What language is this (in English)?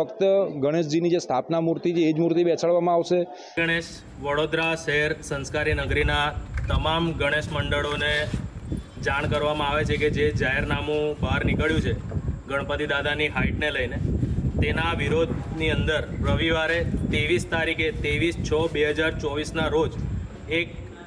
Gujarati